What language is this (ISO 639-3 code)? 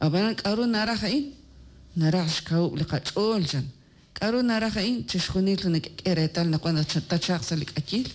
kek